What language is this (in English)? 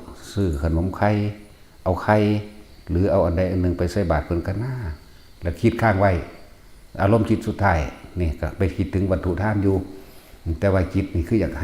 Northeastern Thai